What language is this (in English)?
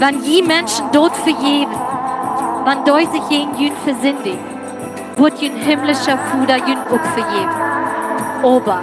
Plautdietsch